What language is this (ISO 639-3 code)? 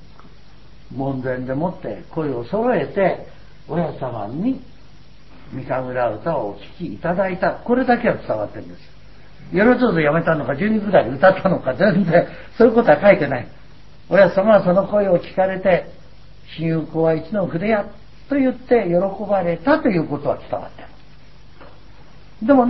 jpn